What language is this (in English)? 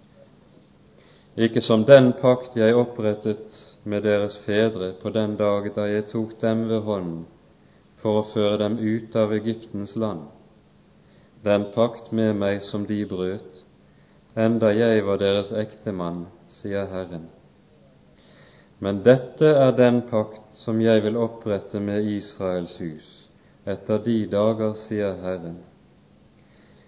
Norwegian